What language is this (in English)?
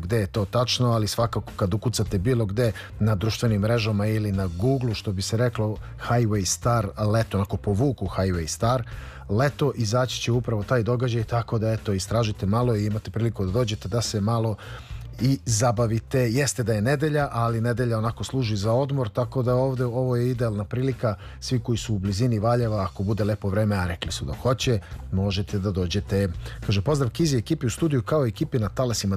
Serbian